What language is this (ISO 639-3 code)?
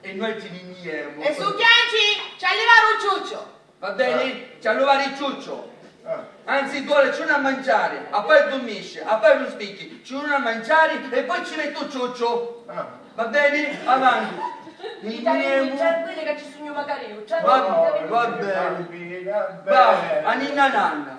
scn